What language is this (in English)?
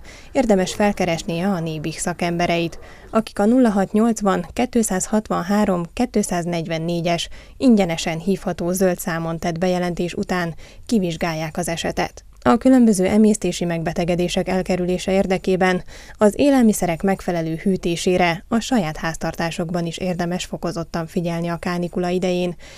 Hungarian